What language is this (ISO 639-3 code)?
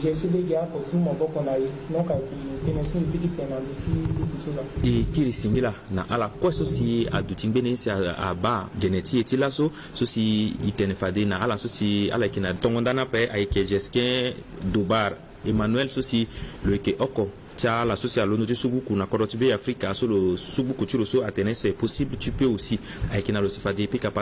sag